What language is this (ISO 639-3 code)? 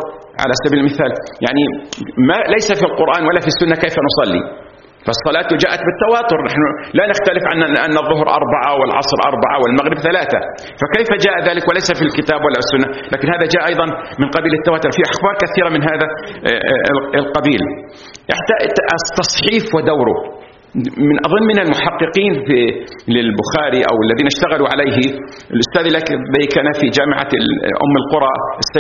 ara